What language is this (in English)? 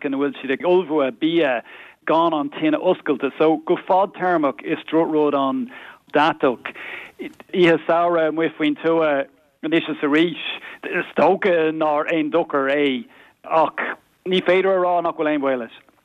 Irish